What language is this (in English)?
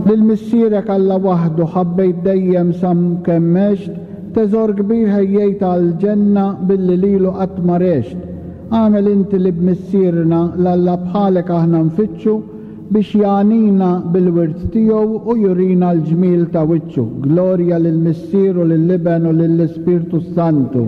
Maltese